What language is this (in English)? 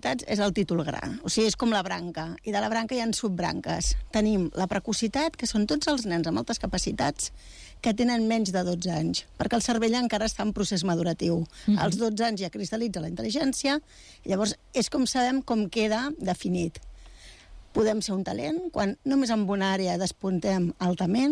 Catalan